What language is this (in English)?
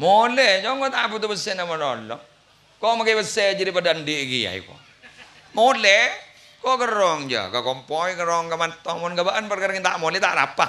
Madurese